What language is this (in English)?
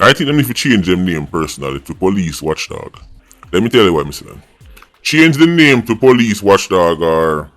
Jamaican Creole English